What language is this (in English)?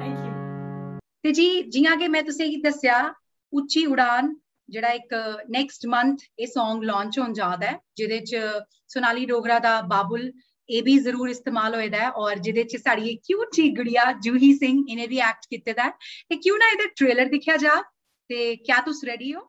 Dogri